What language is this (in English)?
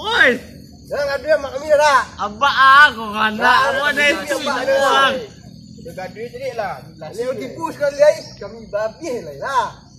Minangkabau